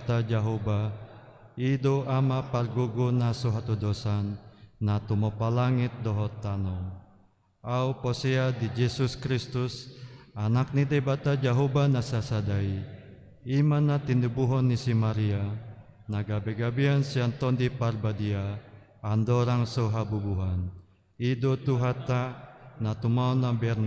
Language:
Batak Toba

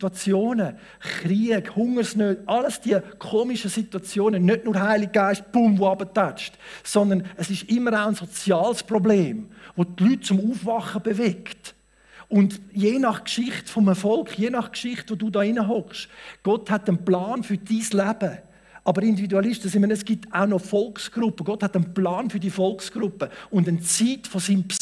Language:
Swiss German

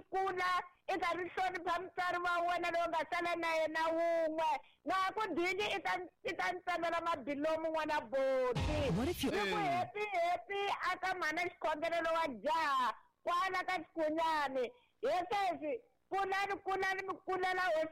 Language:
Tsonga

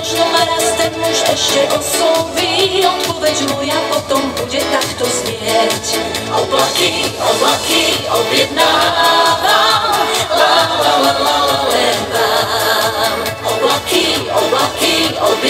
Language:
Slovak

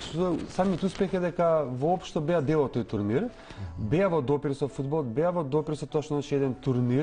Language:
Macedonian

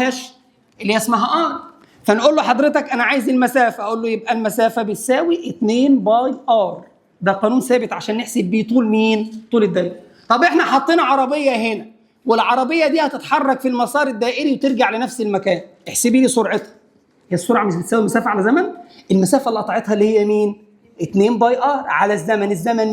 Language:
Egyptian Arabic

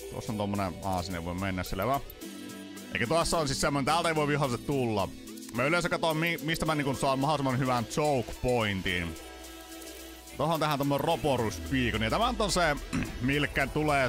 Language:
Finnish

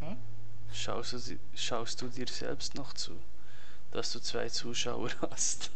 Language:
Swiss German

